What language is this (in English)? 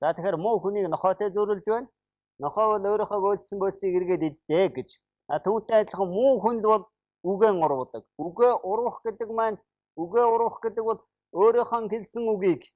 Mongolian